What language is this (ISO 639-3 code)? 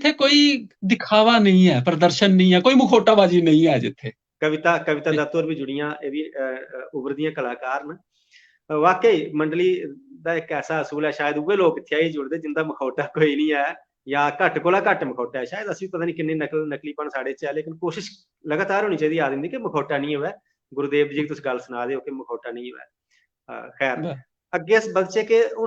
doi